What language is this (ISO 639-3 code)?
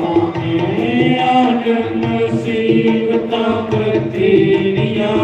doi